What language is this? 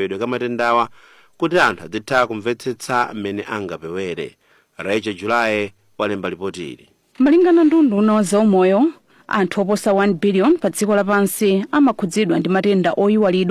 Nyanja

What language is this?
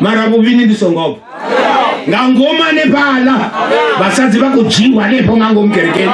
Venda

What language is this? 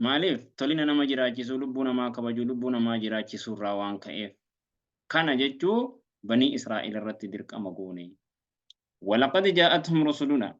Oromo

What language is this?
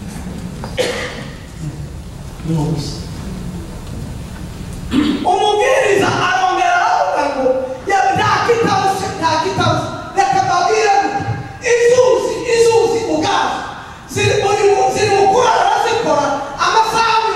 Kinyarwanda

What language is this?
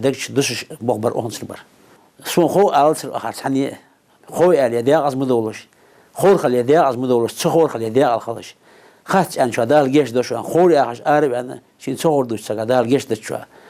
Ingush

